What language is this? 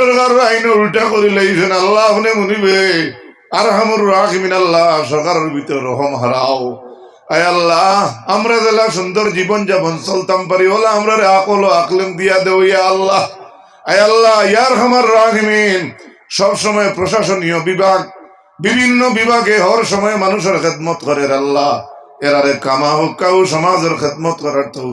Sylheti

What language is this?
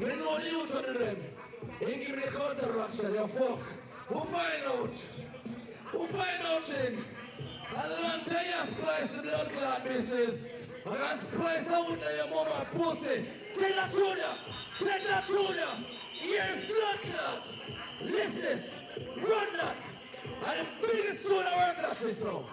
Jamaican Creole English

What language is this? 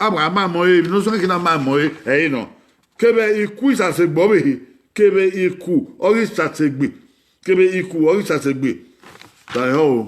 Bini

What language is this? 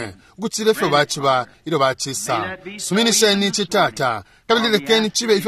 Bemba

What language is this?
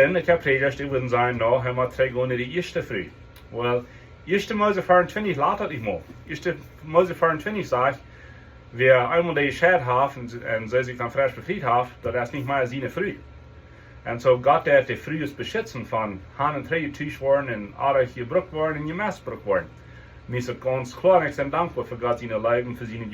Plautdietsch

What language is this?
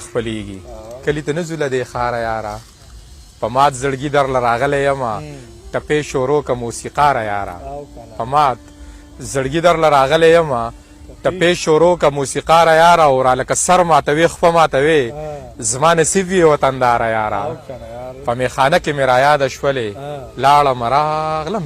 Pashto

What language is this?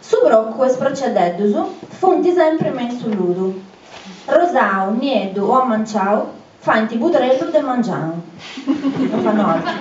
Sardinian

